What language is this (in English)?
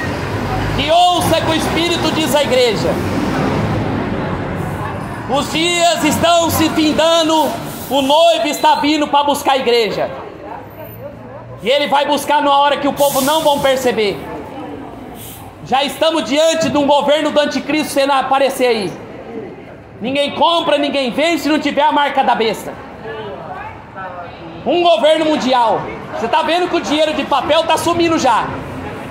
Portuguese